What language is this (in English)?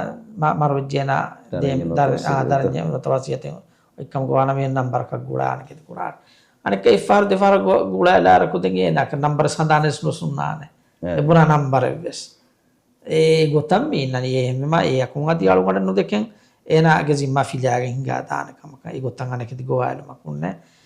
Divehi